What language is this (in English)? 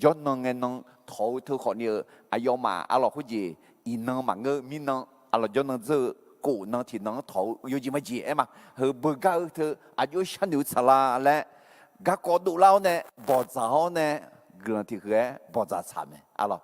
Akha